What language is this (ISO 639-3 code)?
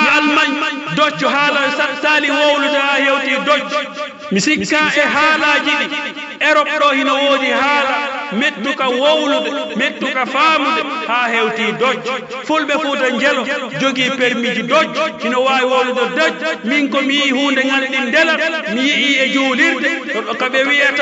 fuf